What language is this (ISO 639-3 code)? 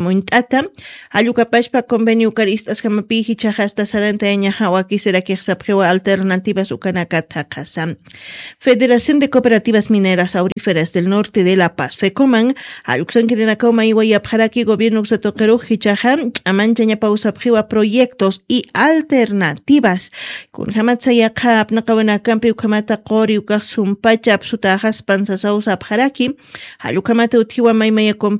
aym